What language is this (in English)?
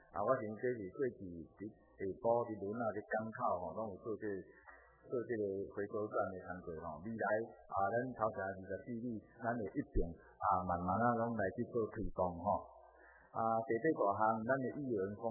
Min Nan Chinese